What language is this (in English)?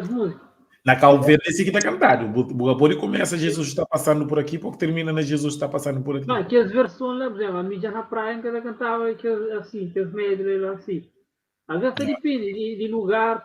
Kabuverdianu